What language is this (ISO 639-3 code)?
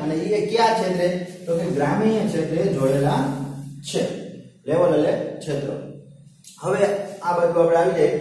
guj